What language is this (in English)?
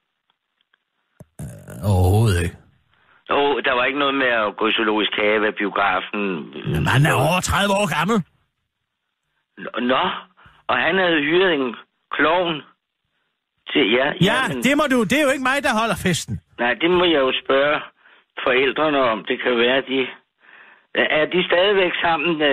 Danish